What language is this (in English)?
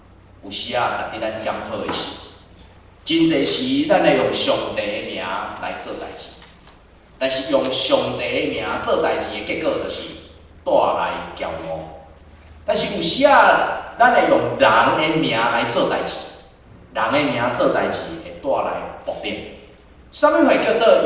Min Nan Chinese